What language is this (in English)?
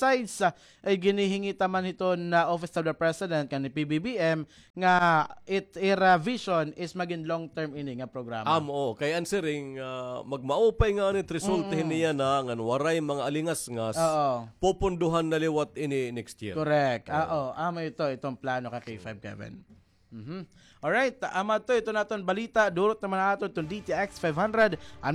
Waray